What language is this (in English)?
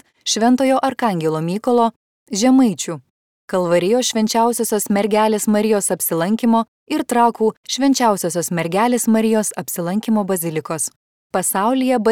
Lithuanian